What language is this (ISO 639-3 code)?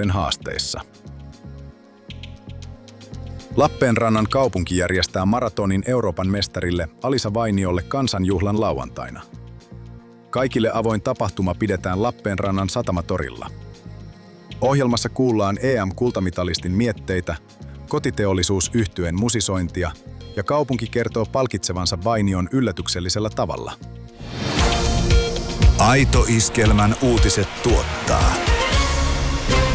fin